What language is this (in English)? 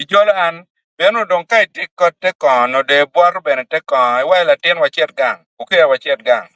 Acoli